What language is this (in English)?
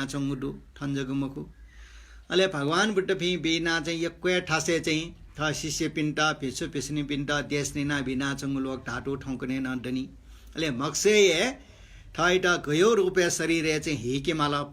Newari